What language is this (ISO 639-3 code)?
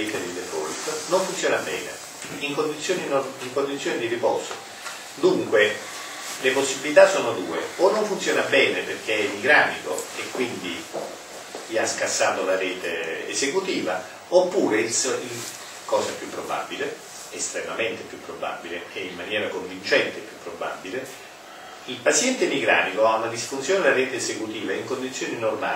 ita